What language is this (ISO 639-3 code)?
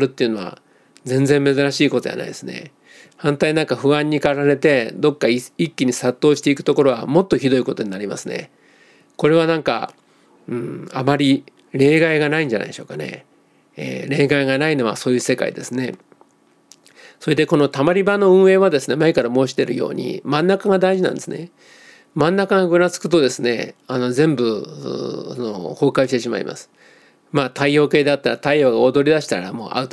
jpn